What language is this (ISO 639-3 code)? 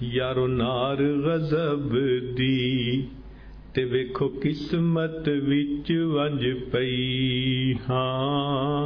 skr